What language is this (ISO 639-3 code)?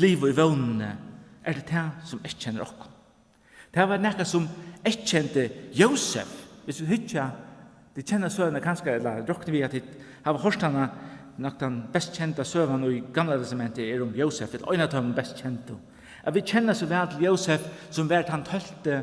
fao